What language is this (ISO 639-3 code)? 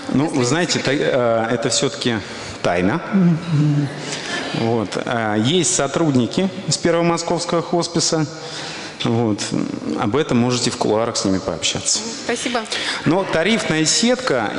rus